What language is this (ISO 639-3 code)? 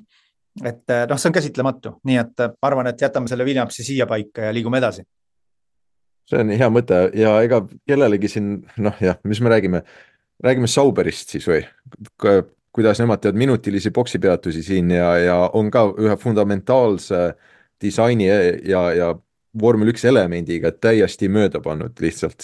est